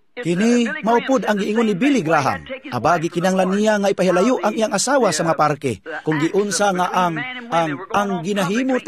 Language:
Cebuano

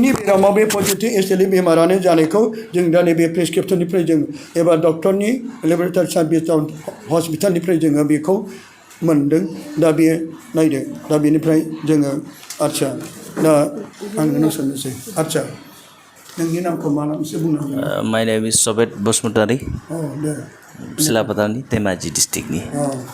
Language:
Bodo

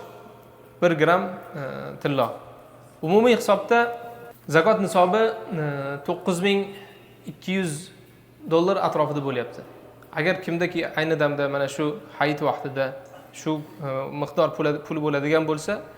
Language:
Uzbek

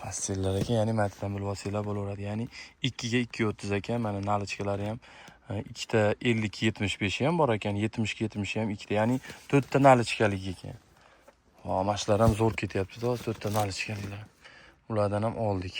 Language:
Uzbek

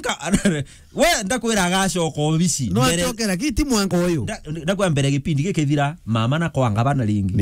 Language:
Meru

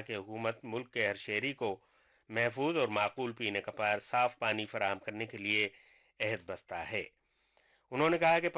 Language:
Urdu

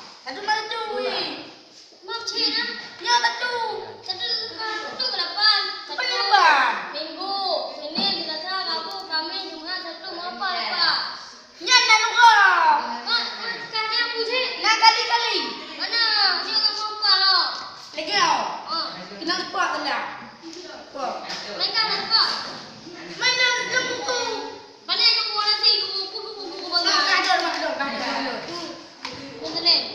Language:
Achinese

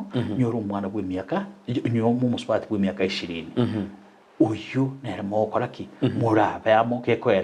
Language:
Gusii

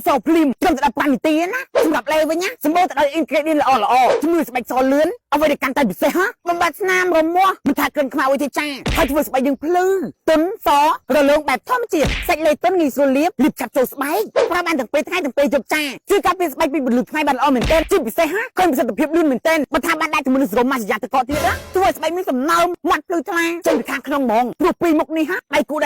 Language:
Khmer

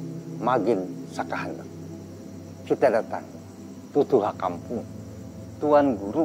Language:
Banjar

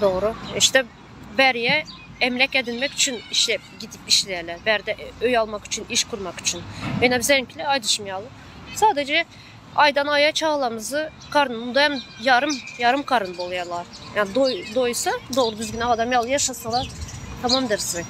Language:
Turkmen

